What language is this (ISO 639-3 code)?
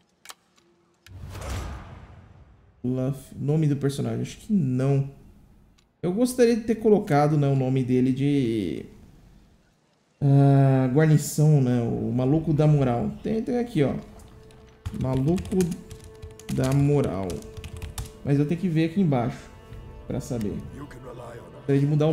por